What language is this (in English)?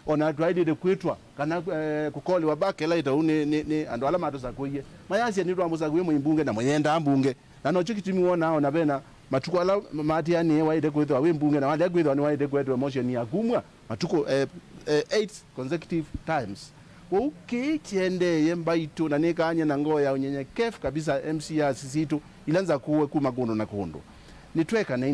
Kamba